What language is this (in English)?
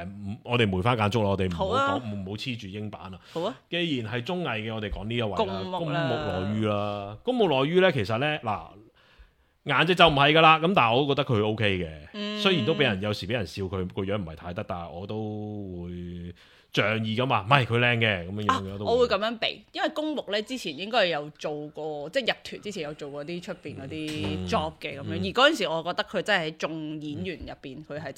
Cantonese